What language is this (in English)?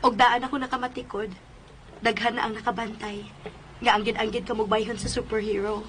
Cebuano